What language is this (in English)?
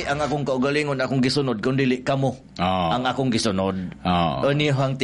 Cebuano